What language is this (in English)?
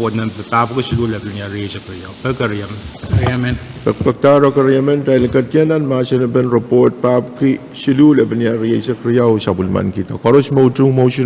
Pohnpeian